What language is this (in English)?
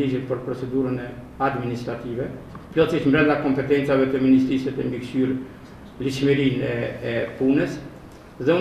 Albanian